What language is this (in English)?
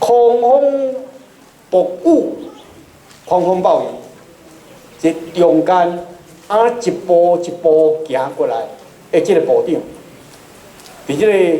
Min Nan Chinese